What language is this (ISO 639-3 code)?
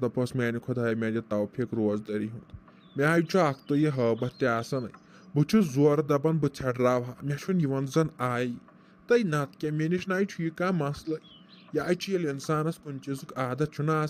kas